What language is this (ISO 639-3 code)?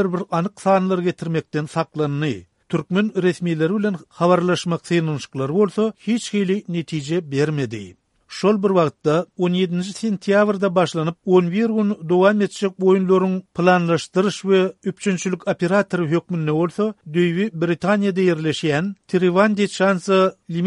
tuk